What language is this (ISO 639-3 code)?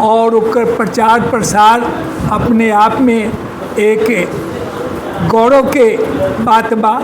mai